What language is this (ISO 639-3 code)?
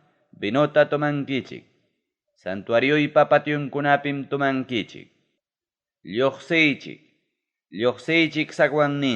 quy